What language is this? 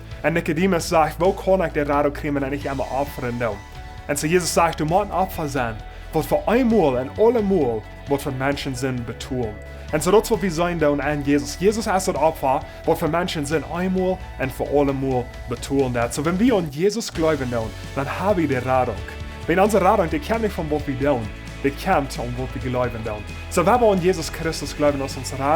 Plautdietsch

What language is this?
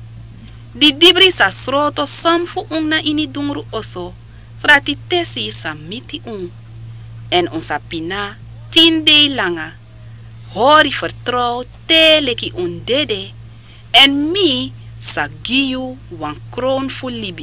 Sranan Tongo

